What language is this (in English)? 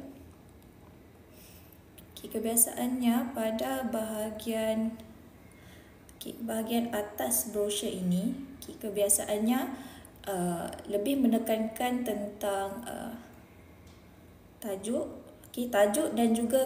Malay